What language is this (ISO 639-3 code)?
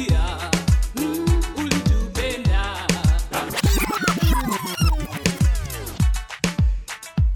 swa